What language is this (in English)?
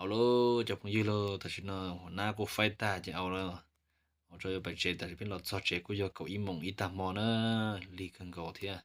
Hmong